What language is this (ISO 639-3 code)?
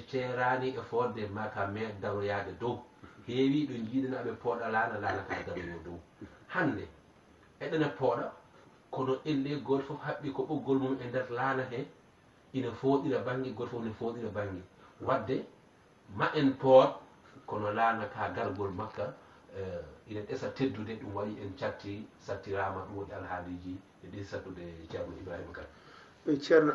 ful